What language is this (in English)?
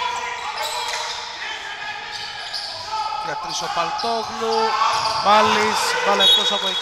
Greek